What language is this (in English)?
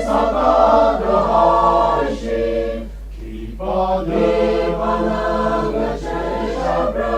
Tangkhul Naga (India)